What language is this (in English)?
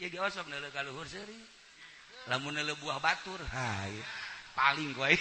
Sundanese